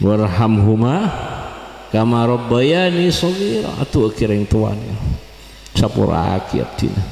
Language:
Madurese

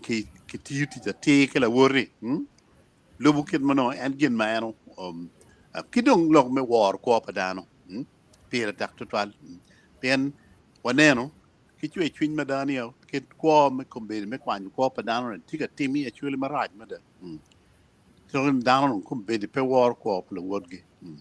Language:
Acoli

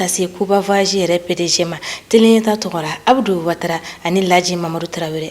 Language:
Bambara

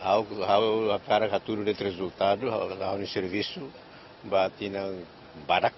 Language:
Tetum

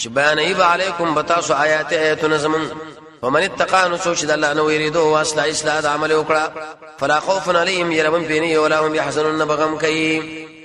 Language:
Pashto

